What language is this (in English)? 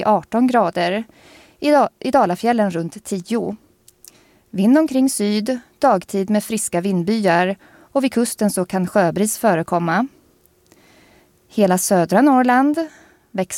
Swedish